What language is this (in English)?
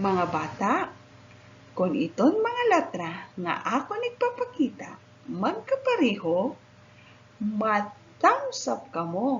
Waray